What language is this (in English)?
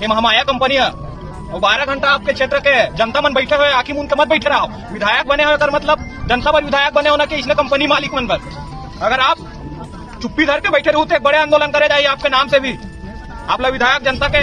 Chhattisgarhi